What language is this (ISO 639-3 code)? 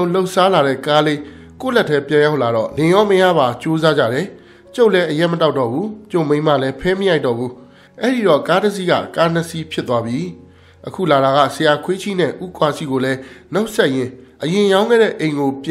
mya